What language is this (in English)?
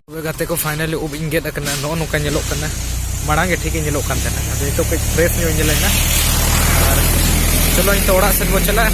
Santali